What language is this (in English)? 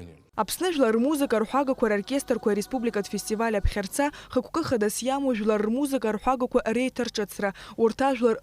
Abkhazian